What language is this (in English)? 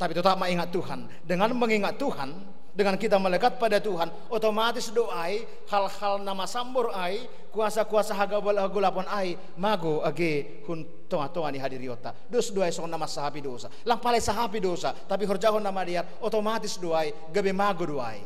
Batak Simalungun